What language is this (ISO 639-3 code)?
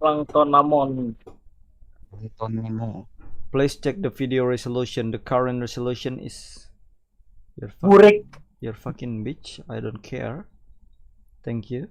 bjn